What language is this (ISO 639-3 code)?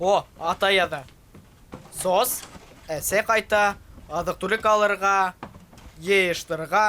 bak